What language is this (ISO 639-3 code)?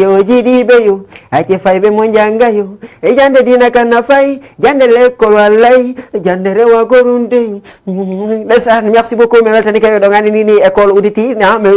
ful